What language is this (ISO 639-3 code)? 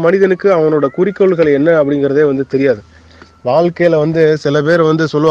tam